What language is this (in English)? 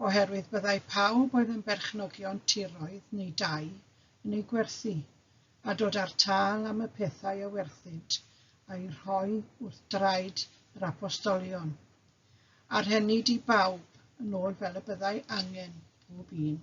Welsh